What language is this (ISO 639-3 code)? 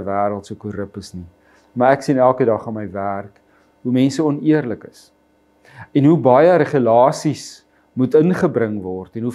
afr